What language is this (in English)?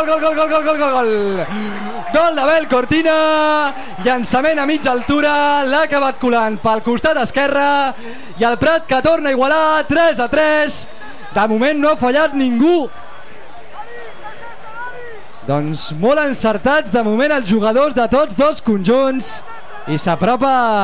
Catalan